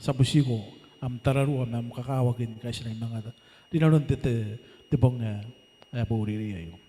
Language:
Gilbertese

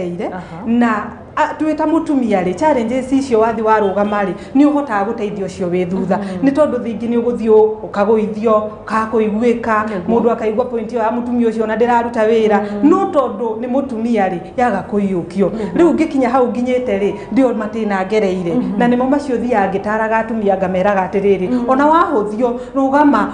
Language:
Kikuyu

